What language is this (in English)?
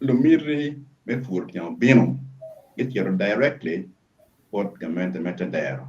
Acoli